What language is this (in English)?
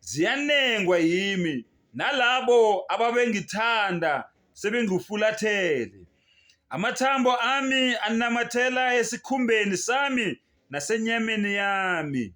Zulu